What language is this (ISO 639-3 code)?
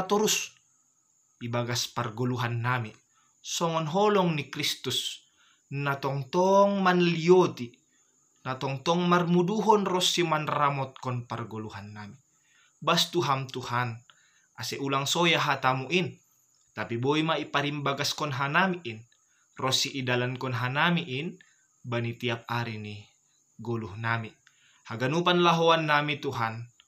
bts